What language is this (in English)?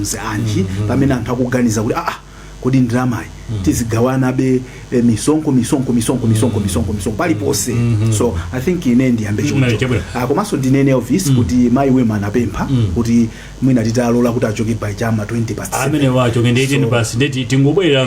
Nyanja